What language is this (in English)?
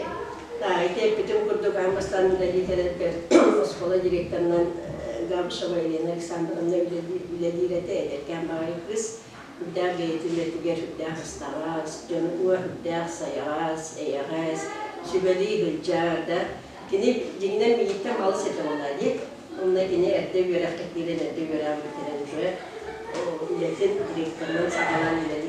Yakut